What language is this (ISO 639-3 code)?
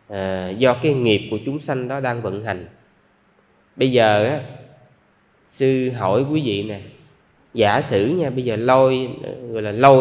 vie